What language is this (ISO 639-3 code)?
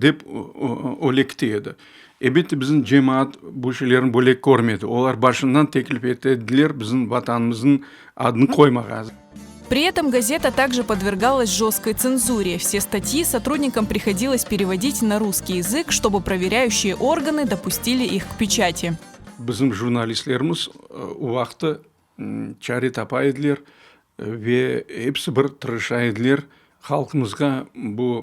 crh